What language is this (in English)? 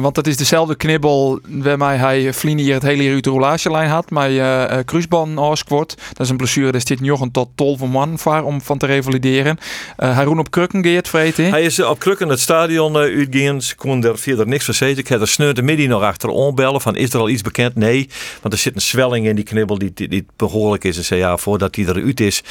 Western Frisian